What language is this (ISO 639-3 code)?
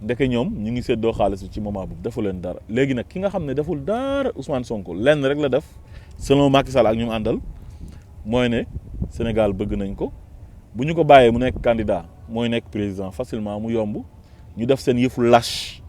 wol